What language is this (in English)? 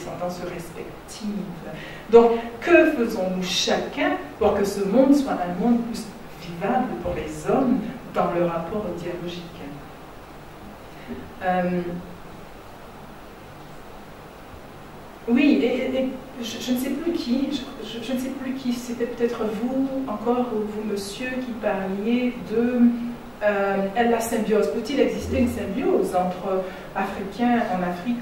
French